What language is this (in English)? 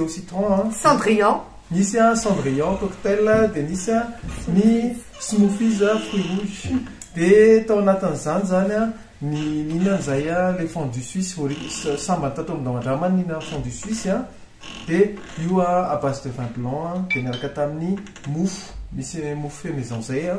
Malagasy